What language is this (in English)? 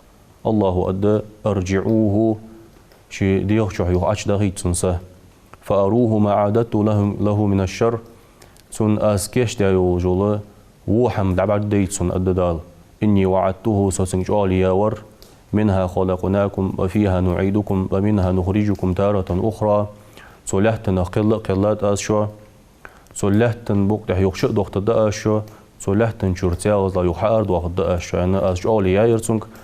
Ingush